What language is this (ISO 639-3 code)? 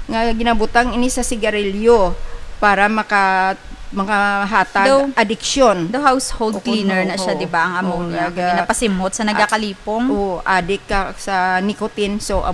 hil